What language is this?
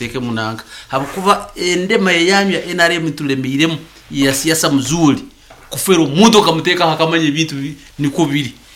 Nyankole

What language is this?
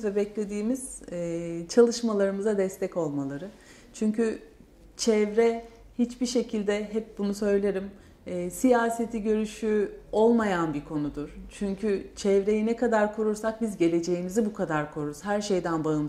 Turkish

